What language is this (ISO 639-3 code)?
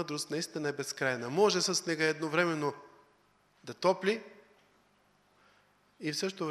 bul